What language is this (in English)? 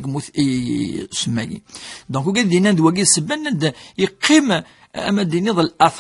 Kabyle